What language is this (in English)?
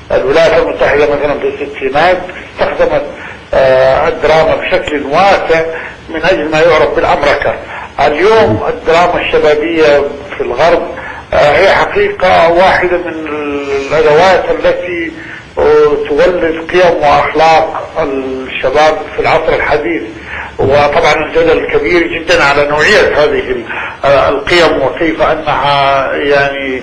Arabic